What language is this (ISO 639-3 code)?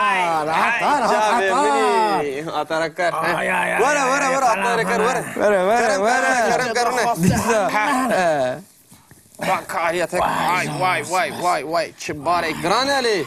kur